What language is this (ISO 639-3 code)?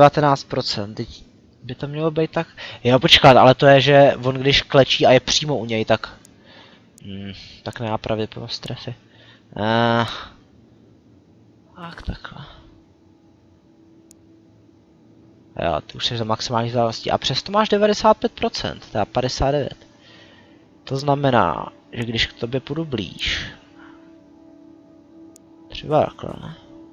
ces